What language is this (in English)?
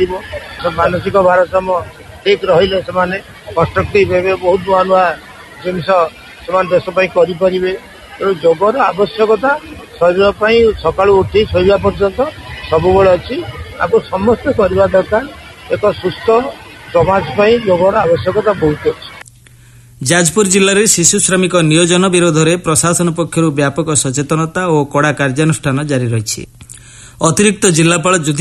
Odia